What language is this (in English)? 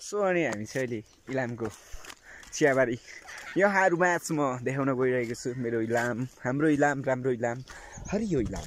Nepali